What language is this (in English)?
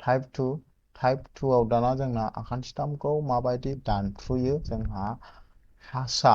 Bodo